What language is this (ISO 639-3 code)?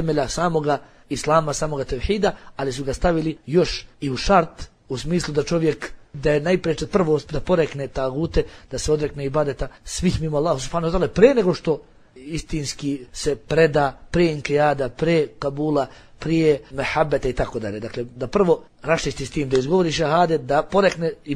bos